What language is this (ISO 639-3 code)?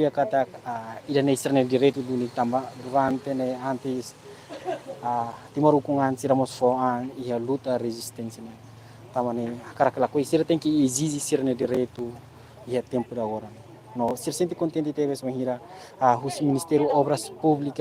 tet